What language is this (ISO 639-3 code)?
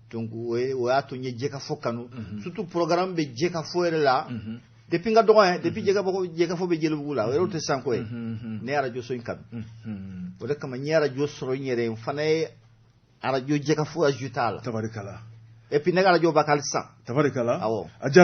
bam